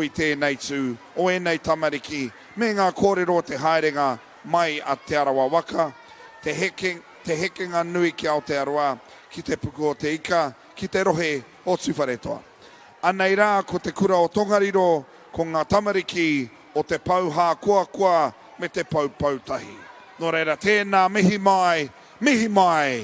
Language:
Māori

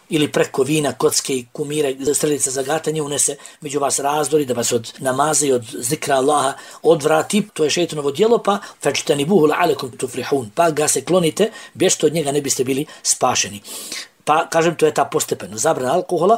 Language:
Bosnian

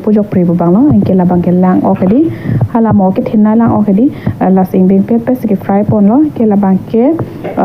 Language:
Karbi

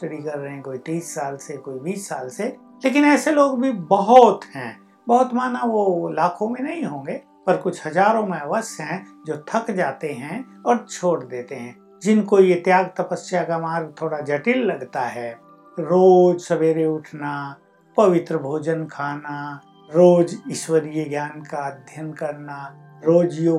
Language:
Hindi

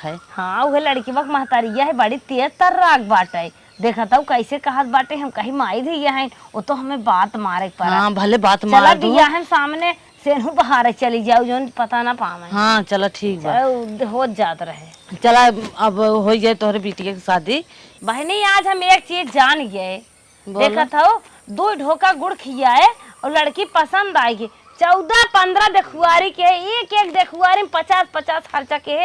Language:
Awadhi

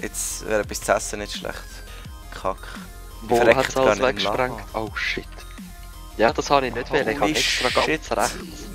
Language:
Swiss German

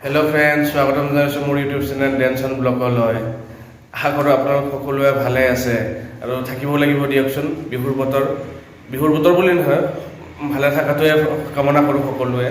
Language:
Assamese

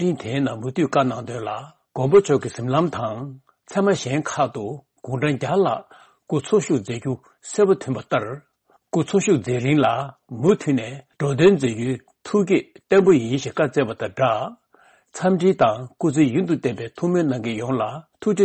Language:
Tibetan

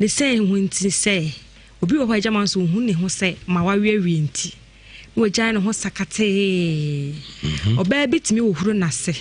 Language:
Akan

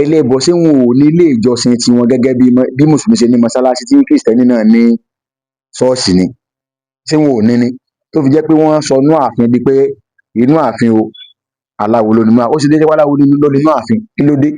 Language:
Yoruba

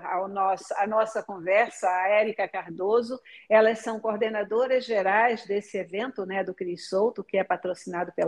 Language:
Portuguese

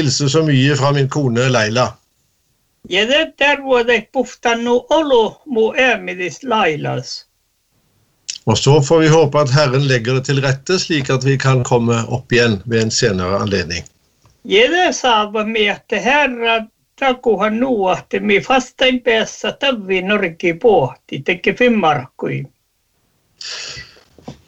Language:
Norwegian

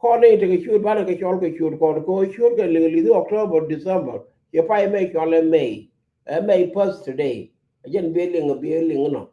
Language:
Nuer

